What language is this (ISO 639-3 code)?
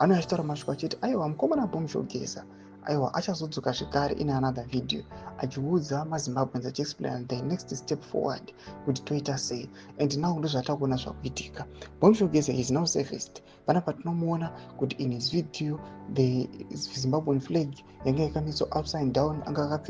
sna